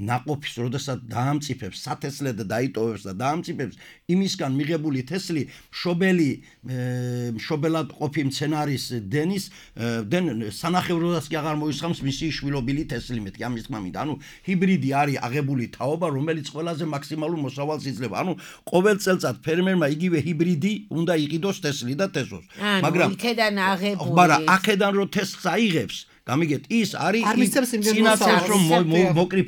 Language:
Georgian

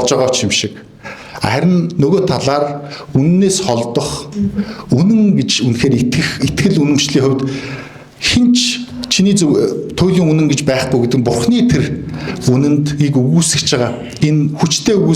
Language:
Mongolian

